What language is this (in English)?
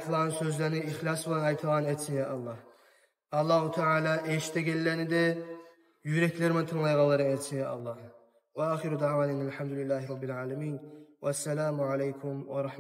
Kumyk